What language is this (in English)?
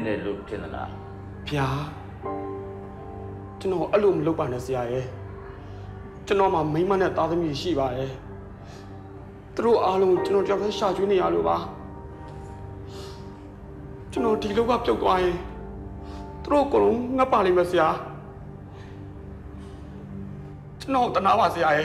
Burmese